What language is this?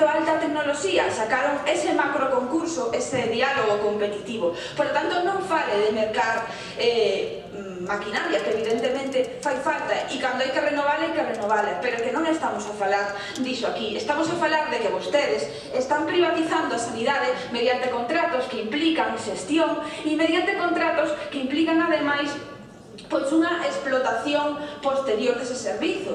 Galician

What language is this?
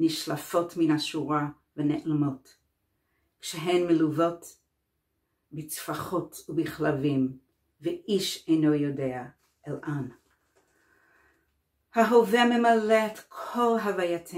Hebrew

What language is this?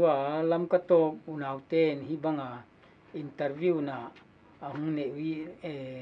Paite Chin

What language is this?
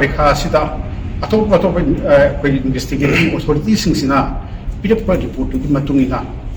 Manipuri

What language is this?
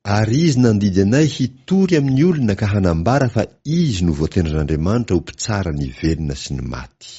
Malagasy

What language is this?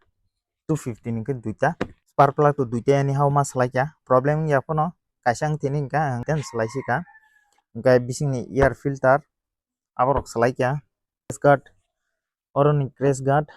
Kok Borok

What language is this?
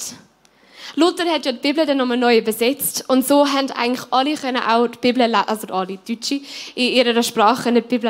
Swiss German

